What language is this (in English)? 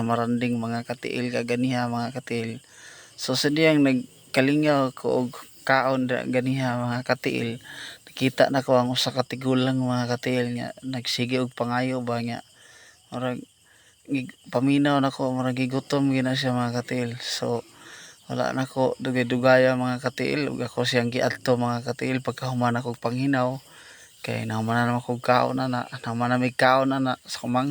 Cebuano